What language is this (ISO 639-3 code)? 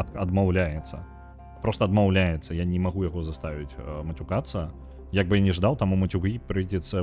bel